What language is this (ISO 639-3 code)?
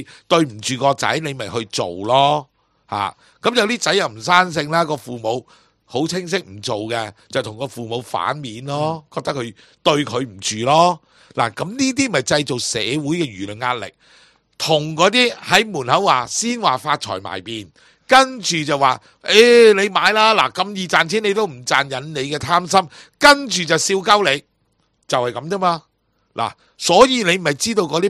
yue